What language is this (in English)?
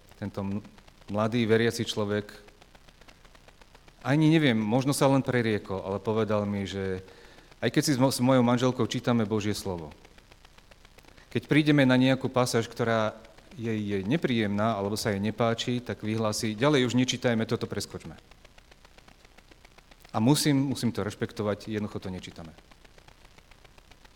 Slovak